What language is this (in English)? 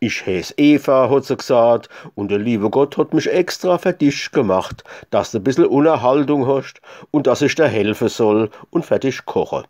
Palatine German